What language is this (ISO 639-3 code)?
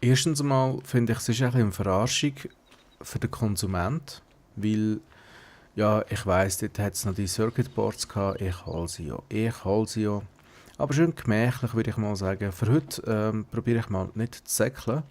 gsw